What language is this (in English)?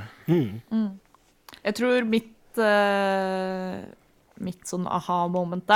Norwegian